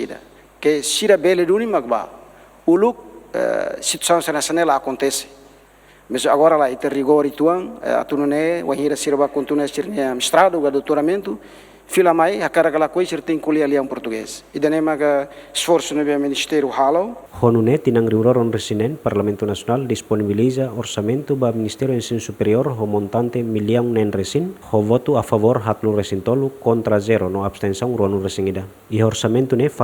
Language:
Tetum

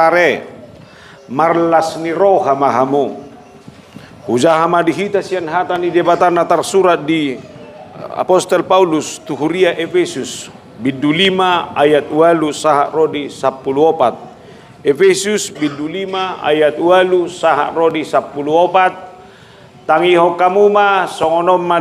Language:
Batak Toba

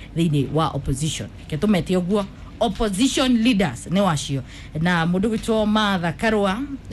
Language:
Kikuyu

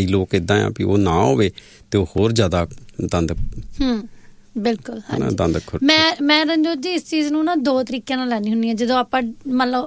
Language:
Punjabi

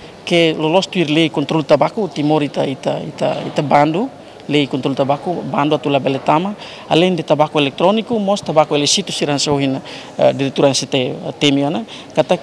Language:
Tetum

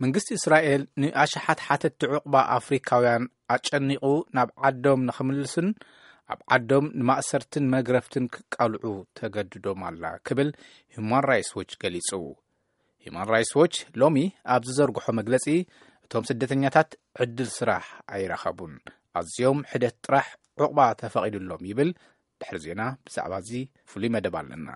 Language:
Tigrinya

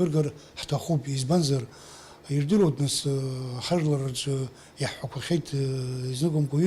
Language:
Abkhazian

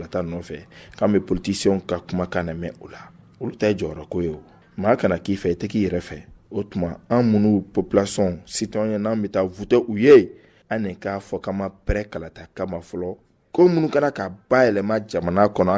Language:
Bambara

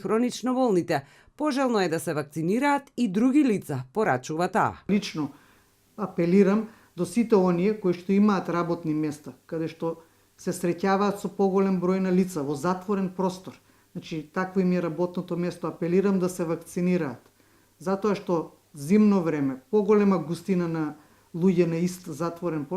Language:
Macedonian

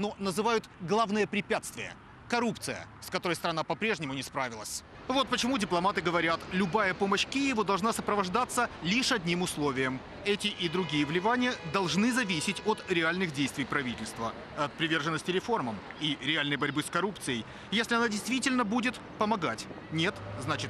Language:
Russian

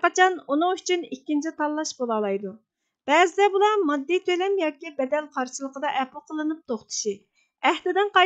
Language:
Uyghur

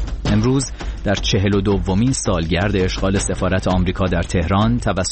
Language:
Persian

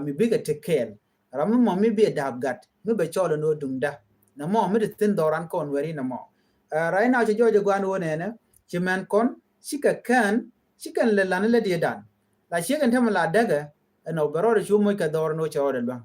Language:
Nuer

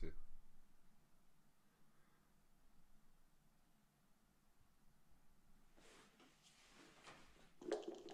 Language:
Danish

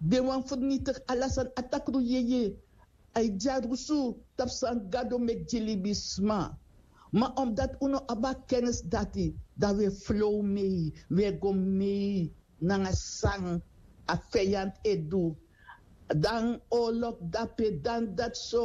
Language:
Sranan Tongo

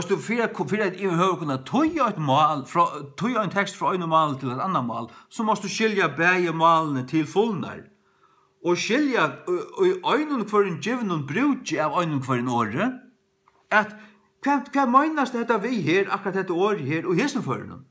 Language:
Faroese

